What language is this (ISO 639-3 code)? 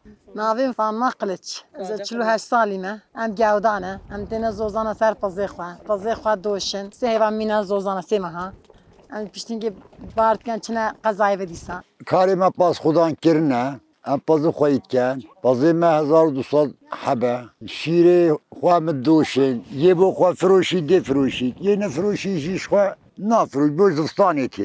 kur